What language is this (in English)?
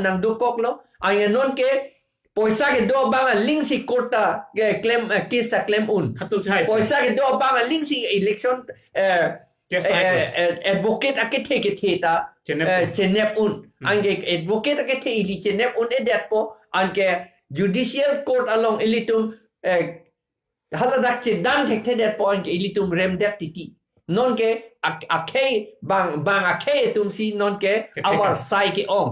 Karbi